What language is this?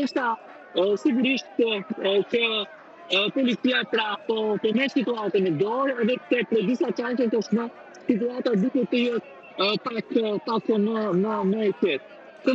Albanian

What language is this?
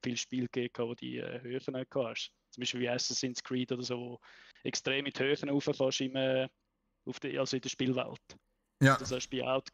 Swiss German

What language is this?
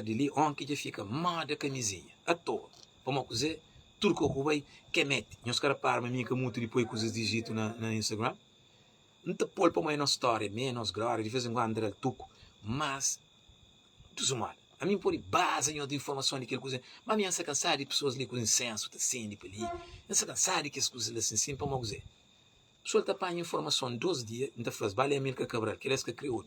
Kabuverdianu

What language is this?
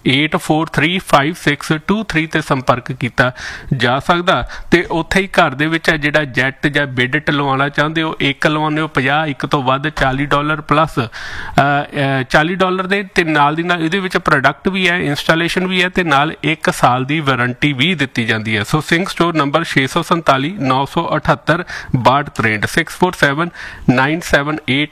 Punjabi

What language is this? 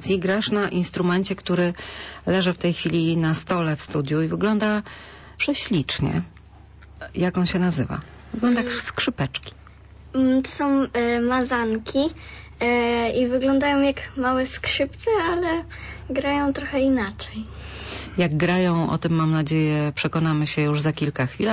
Polish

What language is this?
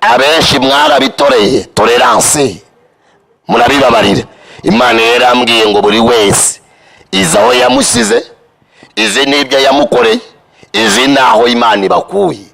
Kinyarwanda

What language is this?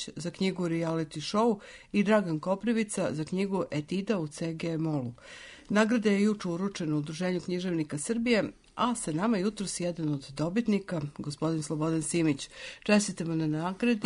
Serbian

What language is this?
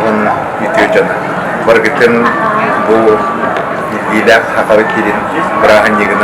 Yakut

